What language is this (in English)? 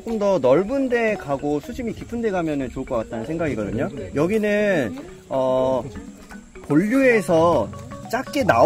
Korean